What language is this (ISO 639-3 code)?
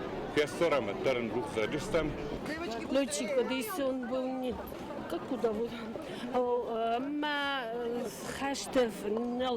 oss